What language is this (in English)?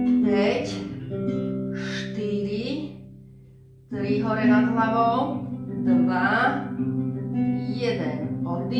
Slovak